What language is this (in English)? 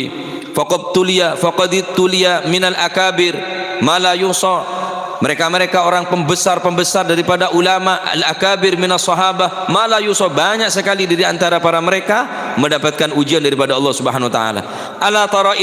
Madurese